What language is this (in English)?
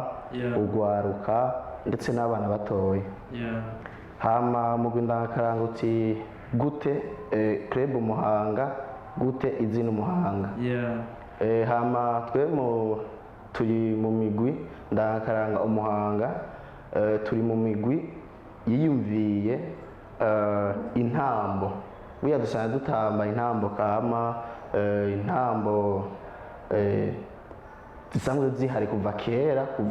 Rundi